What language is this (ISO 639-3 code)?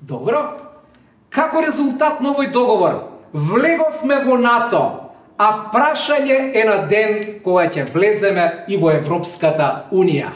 mkd